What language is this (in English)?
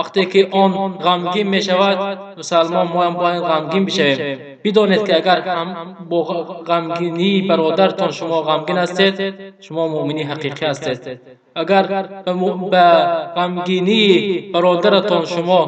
Tajik